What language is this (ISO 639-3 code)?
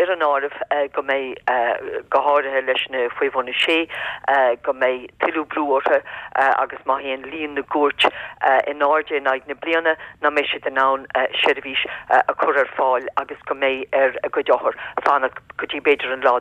gle